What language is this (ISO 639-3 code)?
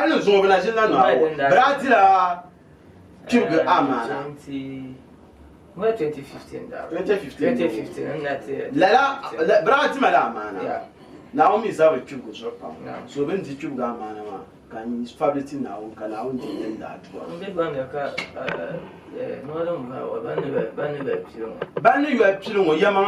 dag